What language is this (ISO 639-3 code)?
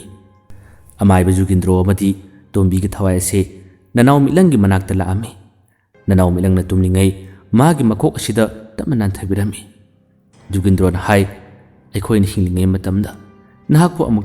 mni